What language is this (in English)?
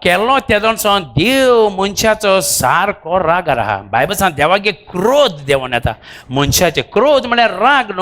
Konkani